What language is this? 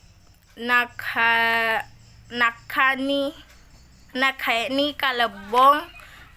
Buginese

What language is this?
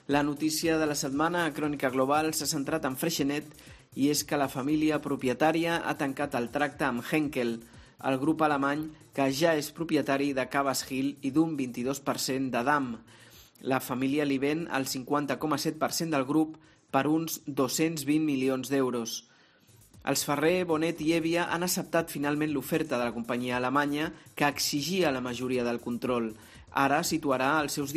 Catalan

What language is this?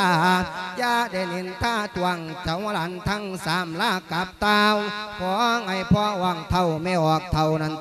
Lao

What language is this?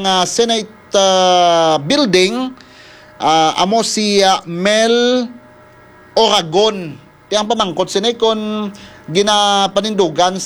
Hiligaynon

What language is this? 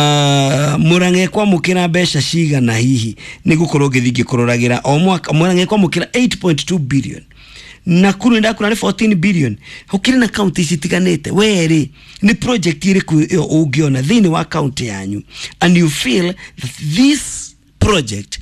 Kikuyu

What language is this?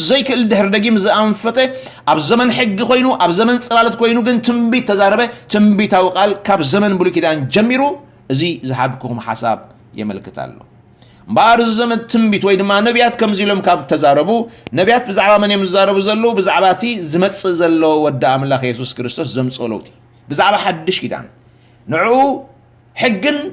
Tigrinya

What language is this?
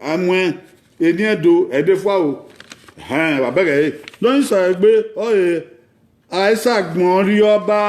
Bini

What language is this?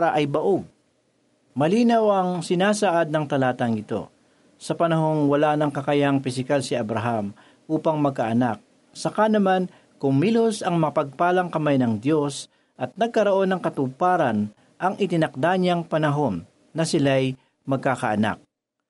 Filipino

